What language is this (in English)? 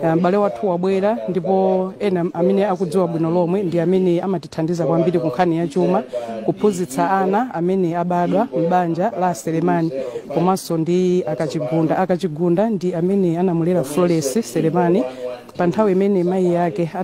Nyanja